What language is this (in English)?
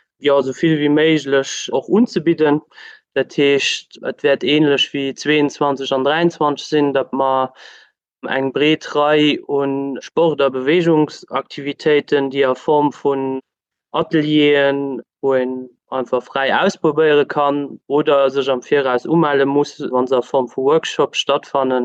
Luxembourgish